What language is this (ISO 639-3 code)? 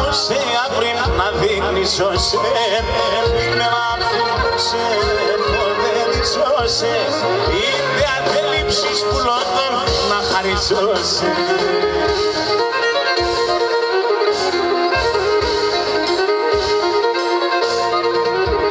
ell